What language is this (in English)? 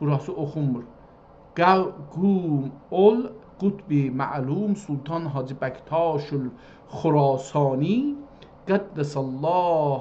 South Azerbaijani